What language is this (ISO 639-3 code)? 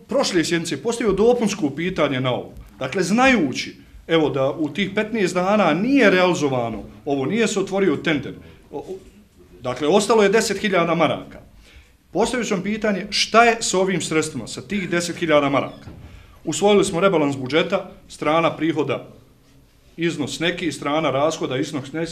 bos